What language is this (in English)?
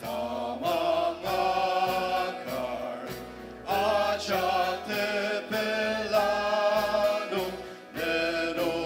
Ao Naga